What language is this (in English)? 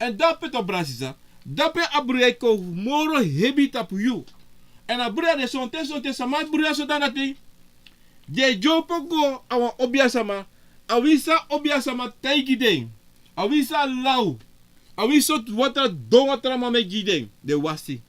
Sranan Tongo